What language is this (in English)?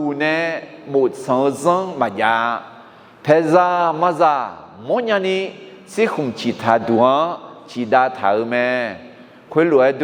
Akha